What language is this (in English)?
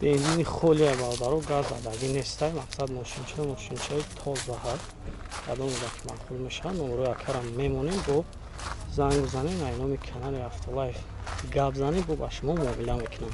Tajik